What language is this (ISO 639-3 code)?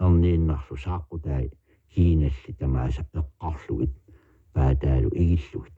kal